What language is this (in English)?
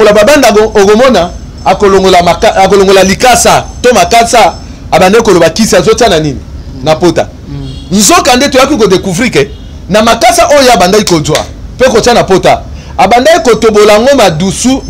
Lingala